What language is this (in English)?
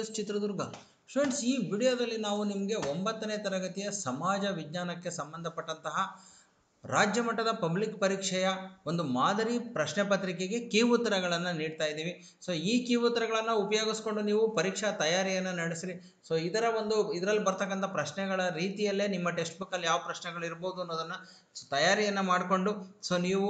Kannada